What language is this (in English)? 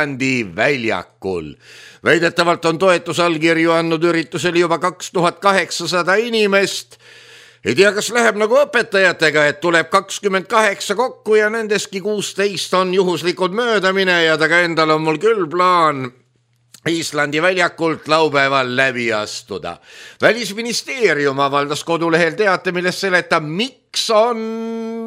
Estonian